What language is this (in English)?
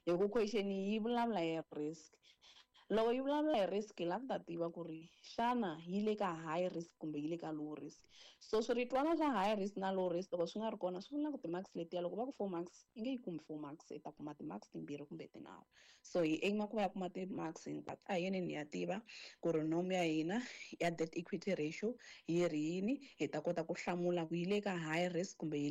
Tsonga